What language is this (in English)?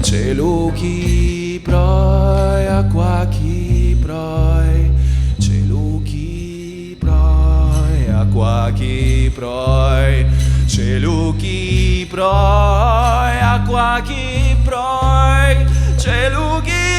Sardinian